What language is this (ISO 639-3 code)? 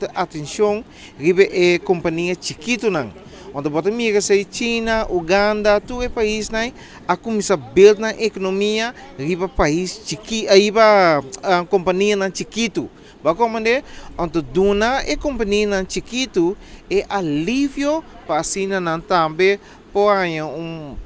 pap